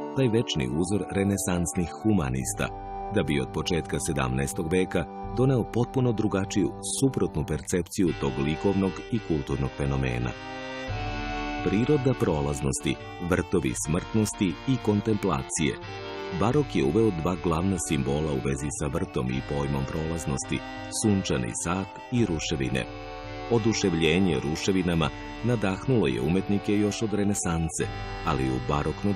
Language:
Serbian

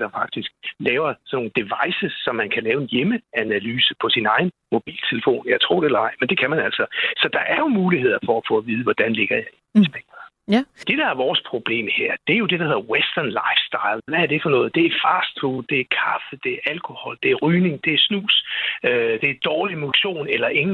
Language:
Danish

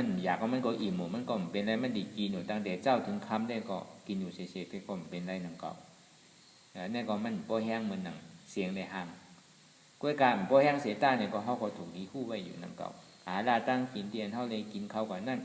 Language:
Shan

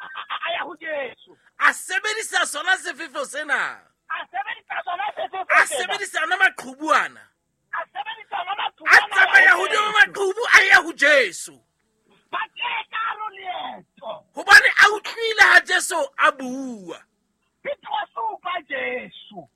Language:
Southern Sotho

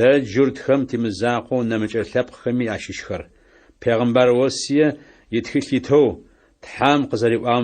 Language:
Adyghe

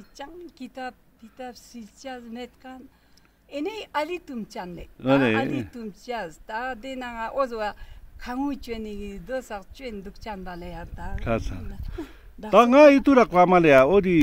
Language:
Ladakhi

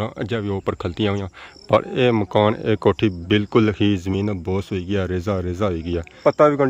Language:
Pahari-Potwari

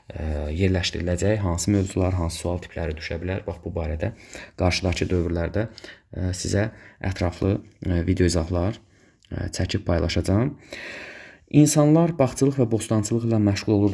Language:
Azerbaijani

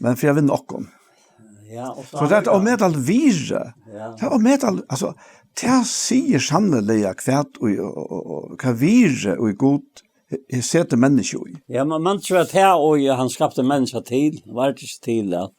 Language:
Faroese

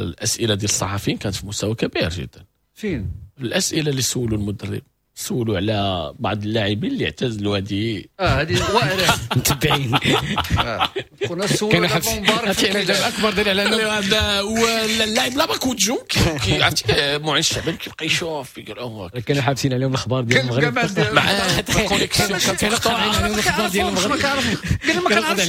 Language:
Moroccan Arabic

